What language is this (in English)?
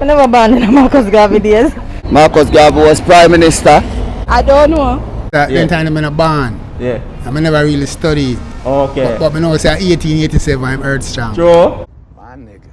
Jamaican Creole English